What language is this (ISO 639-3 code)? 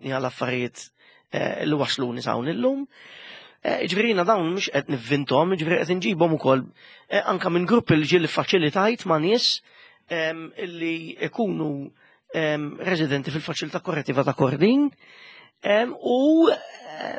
mlt